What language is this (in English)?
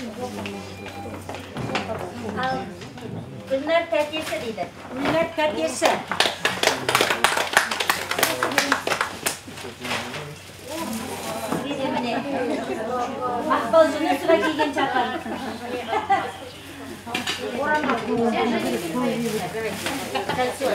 Kazakh